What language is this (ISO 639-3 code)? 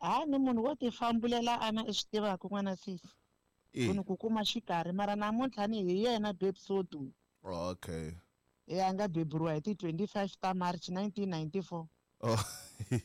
tso